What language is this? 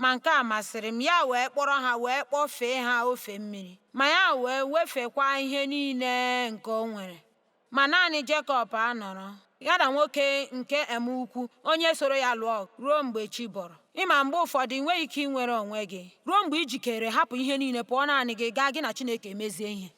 Igbo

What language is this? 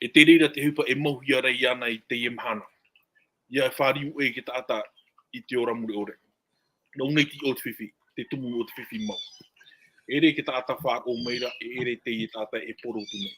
Tahitian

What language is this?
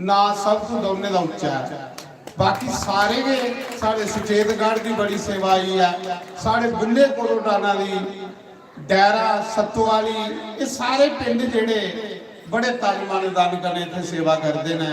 Dogri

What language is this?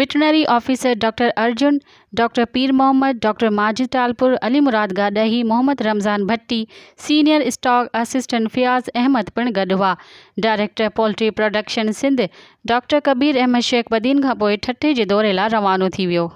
Sindhi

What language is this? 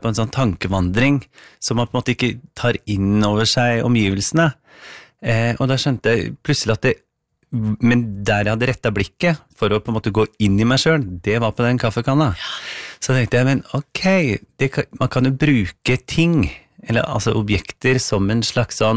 Norwegian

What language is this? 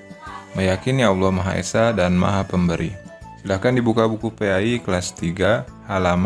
Indonesian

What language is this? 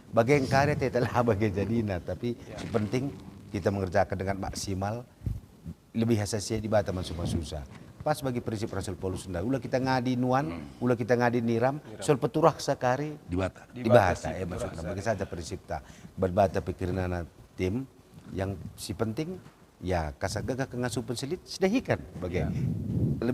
Batak Karo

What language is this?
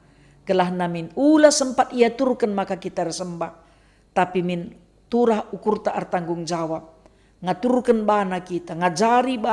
Batak Karo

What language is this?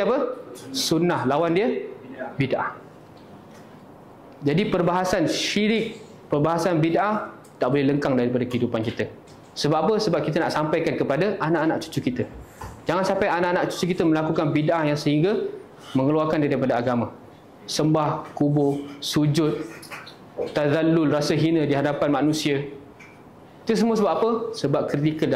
Malay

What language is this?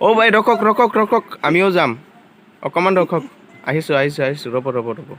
Assamese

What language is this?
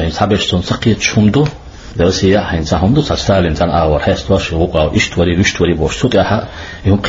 Chechen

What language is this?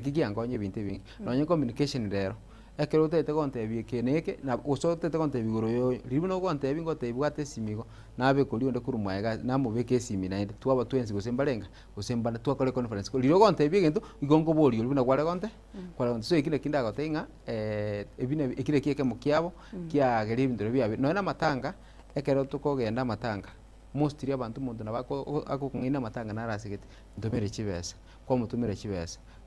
Gusii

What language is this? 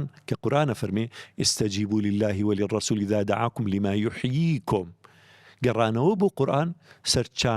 Central Kurdish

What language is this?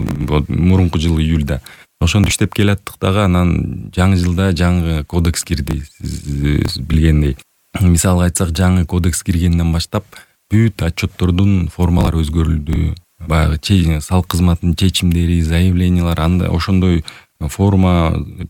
Kyrgyz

